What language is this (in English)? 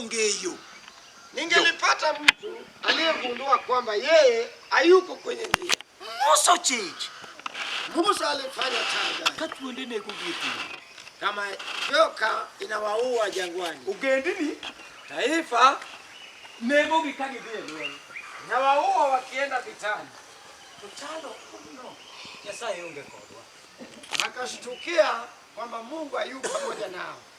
Luo (Kenya and Tanzania)